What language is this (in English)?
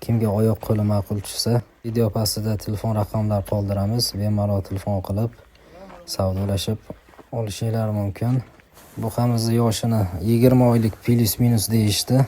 Uzbek